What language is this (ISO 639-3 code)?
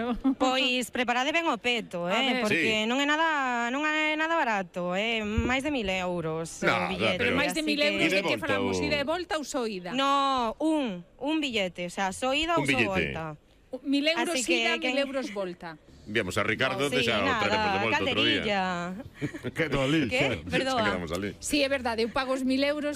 glg